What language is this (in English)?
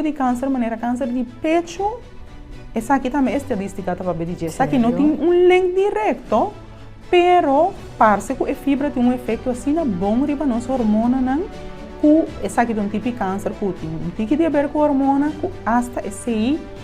Papiamento